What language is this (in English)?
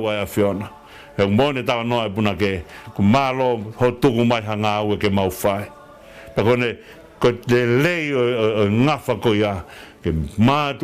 Tongan